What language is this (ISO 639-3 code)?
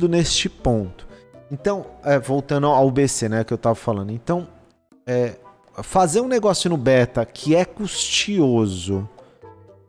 por